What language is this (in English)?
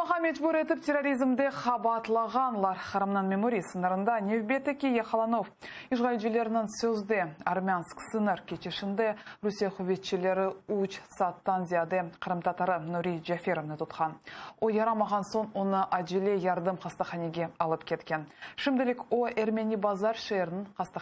Crimean Tatar